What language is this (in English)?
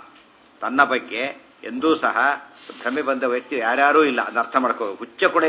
Kannada